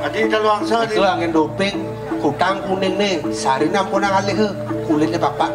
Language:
Balinese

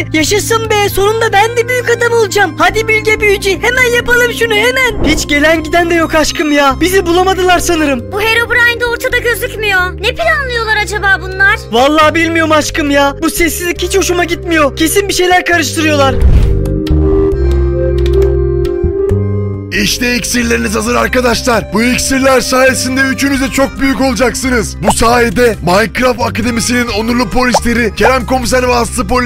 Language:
Turkish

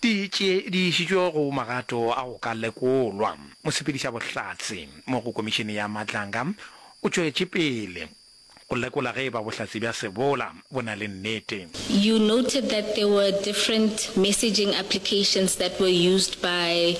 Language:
Northern Sotho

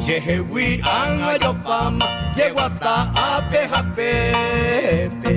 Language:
Guarani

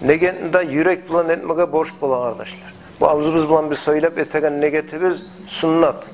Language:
Kumyk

